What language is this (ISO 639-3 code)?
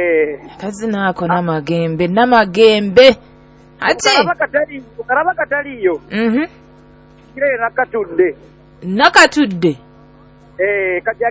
nyo